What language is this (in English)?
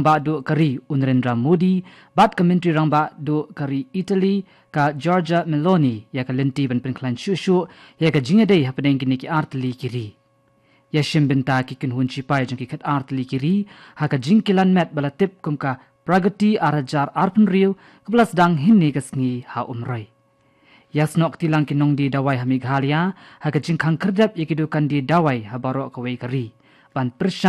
Khasi